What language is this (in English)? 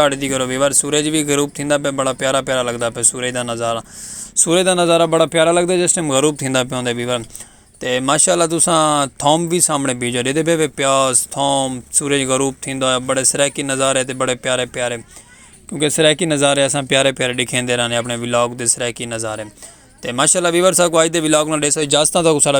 Saraiki